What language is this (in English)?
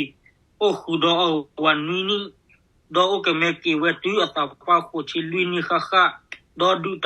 S'gaw Karen